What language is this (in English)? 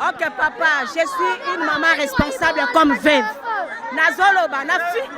Lingala